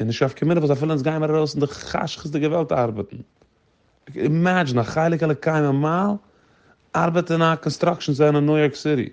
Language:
Yiddish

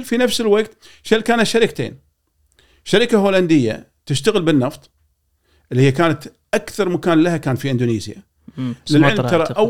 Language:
Gulf Arabic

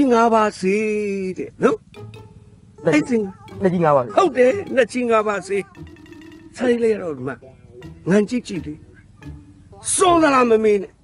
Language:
Burmese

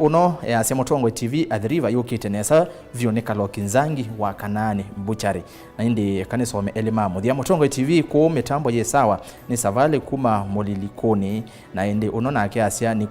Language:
Kamba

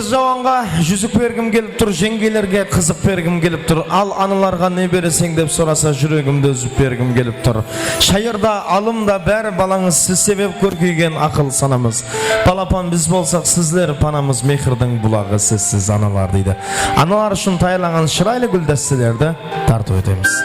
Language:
Kara-Kalpak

